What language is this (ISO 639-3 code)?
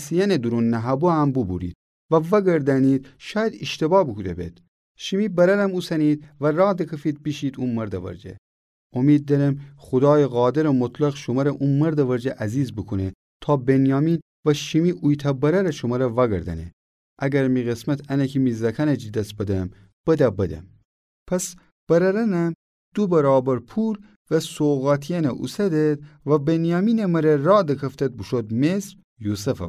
glk